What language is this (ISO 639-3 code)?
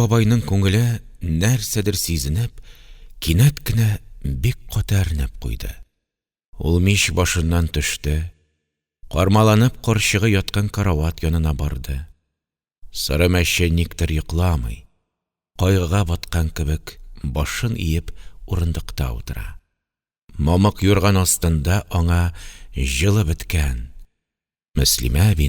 tat